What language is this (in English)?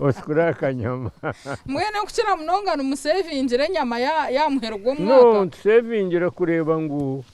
Nyankole